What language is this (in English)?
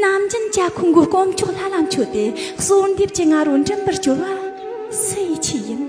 Tibetan